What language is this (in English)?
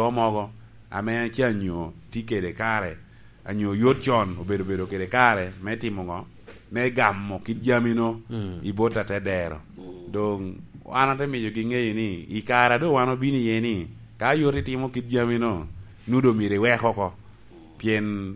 Lango (Uganda)